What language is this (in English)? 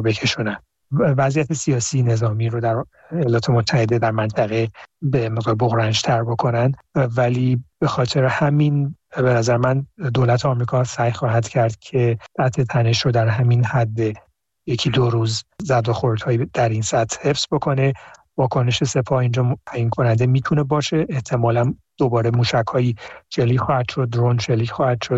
Persian